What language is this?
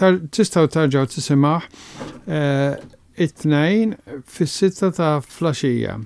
Maltese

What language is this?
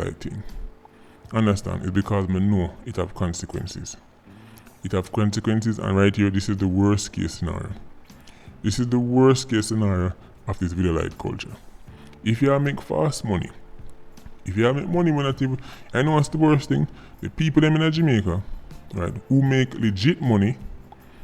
Jamaican Creole English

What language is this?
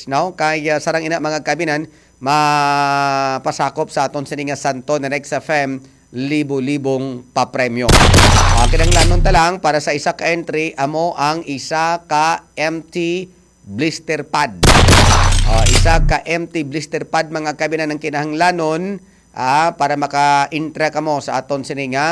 Hiligaynon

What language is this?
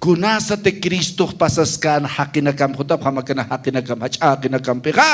Aymara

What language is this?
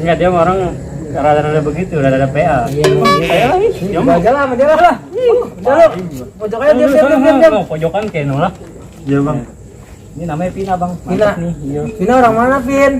Betawi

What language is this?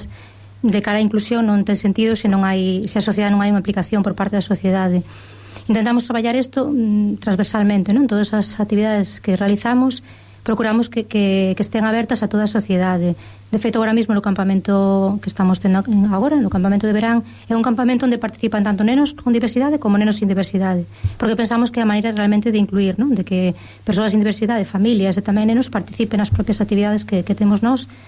Galician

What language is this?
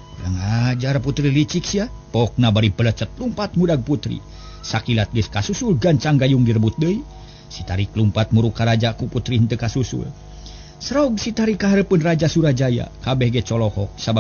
Sundanese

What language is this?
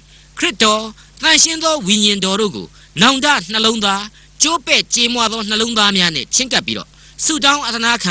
Burmese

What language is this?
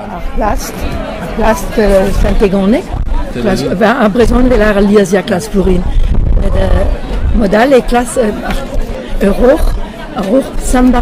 Breton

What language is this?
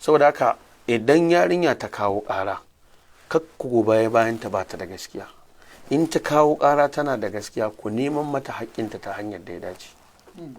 Hausa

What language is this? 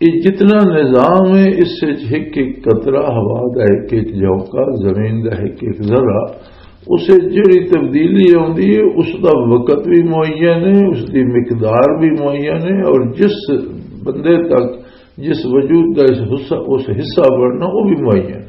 Western Panjabi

